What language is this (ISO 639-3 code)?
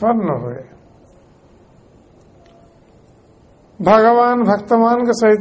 ori